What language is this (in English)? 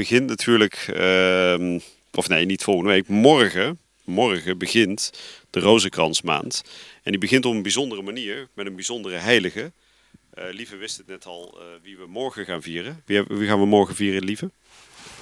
Dutch